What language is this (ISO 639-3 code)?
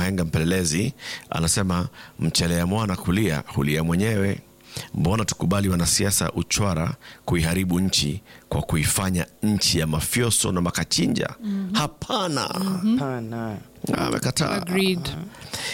swa